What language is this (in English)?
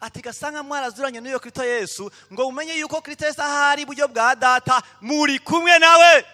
Rundi